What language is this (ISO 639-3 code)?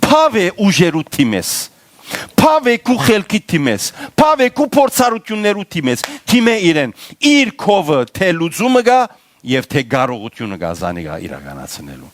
hyw